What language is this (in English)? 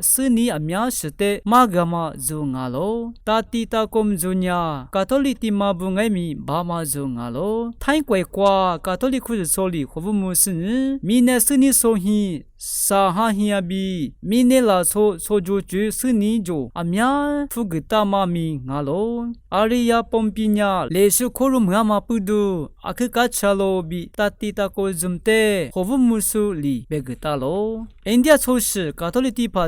Lisu